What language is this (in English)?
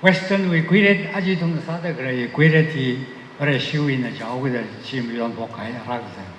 Tangkhul Naga (India)